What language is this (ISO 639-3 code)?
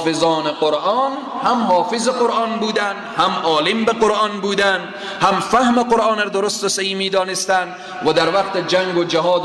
fas